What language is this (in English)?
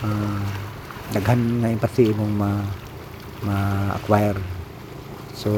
Cebuano